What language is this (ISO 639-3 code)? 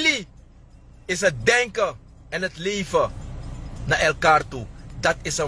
srn